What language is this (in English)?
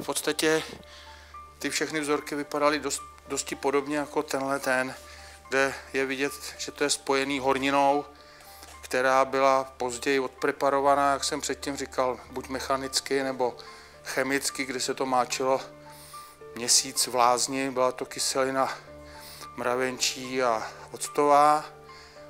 Czech